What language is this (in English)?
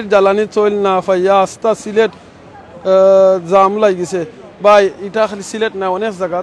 Sylheti